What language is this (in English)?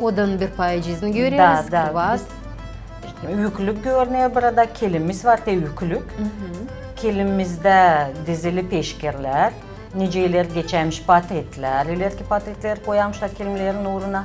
Gagauz